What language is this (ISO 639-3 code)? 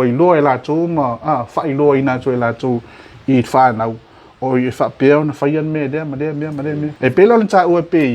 smo